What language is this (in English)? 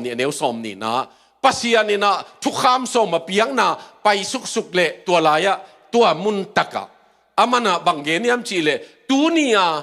Tedim Chin